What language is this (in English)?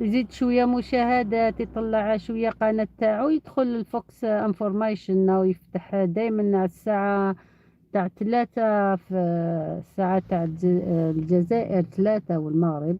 Algerian Arabic